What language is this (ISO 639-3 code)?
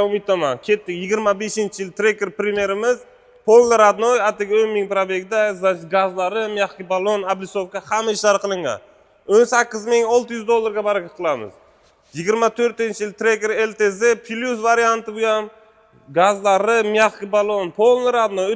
uzb